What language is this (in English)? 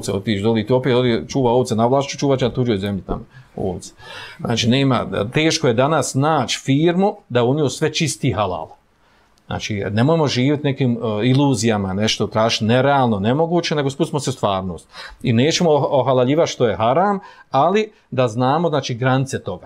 Bosnian